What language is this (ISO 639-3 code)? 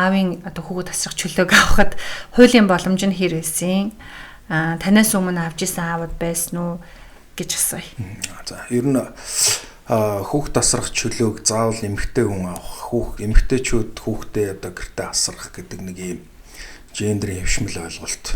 mon